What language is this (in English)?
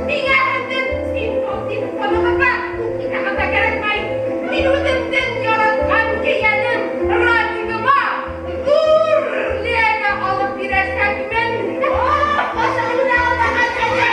Bashkir